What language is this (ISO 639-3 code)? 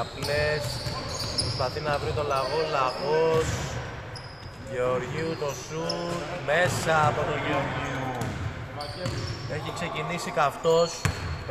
ell